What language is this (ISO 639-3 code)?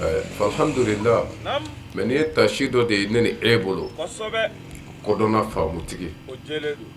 bam